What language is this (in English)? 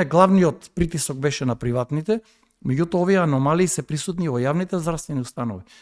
Macedonian